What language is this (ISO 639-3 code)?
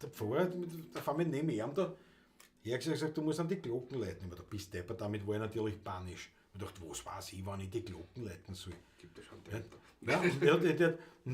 bar